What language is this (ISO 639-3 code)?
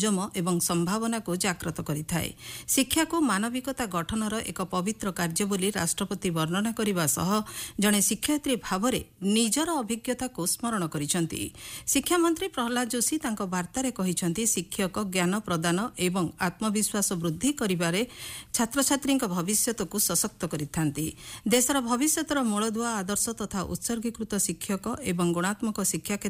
ori